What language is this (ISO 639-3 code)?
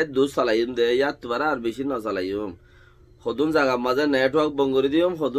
rhg